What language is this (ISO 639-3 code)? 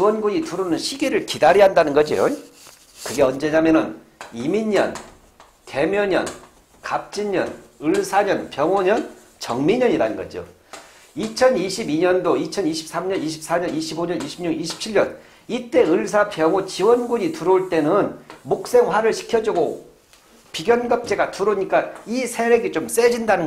kor